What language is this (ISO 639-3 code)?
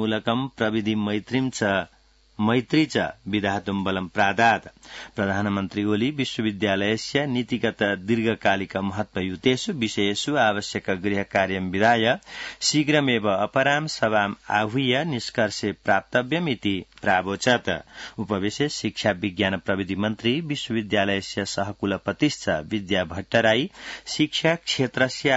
san